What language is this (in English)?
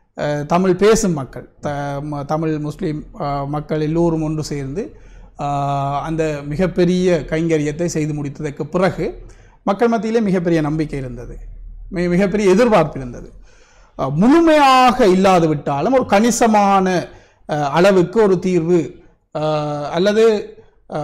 Tamil